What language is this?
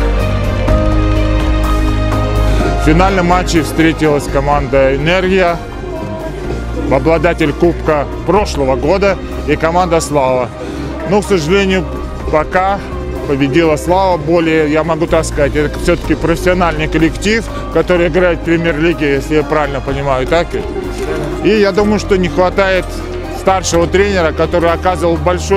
Russian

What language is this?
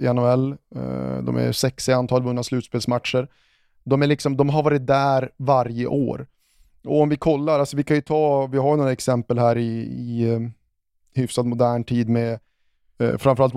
Swedish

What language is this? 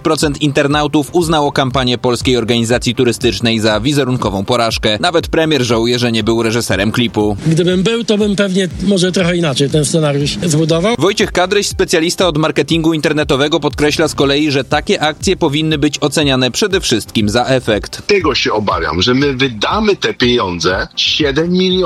Polish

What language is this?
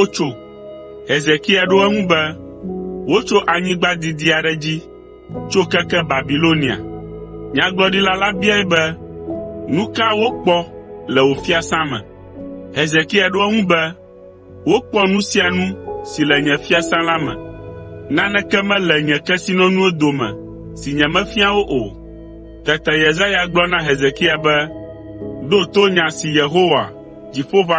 Ewe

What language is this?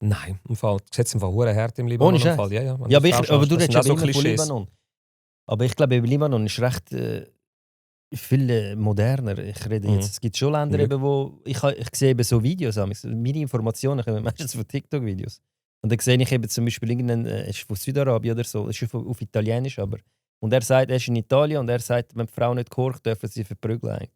Swiss German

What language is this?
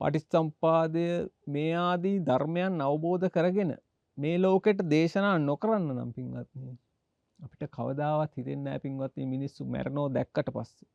Sinhala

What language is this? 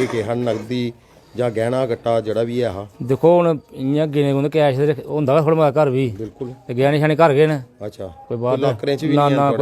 Dogri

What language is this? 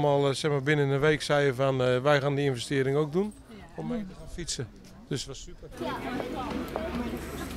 Dutch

